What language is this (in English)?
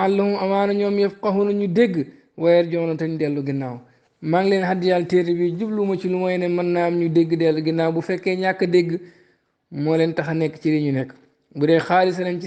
Wolof